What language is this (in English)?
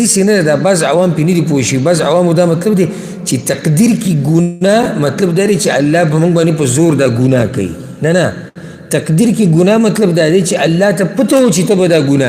Pashto